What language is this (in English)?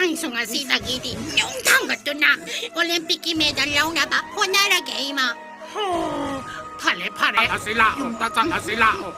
Manipuri